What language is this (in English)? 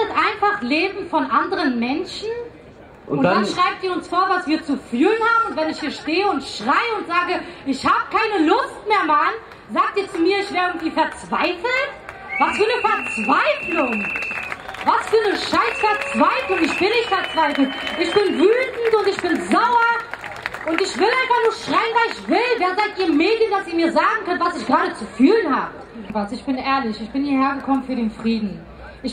German